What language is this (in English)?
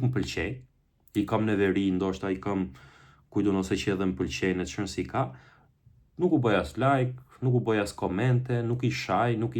Albanian